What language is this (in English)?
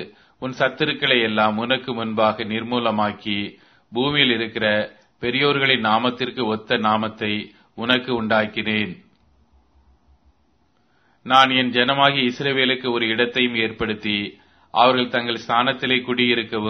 Tamil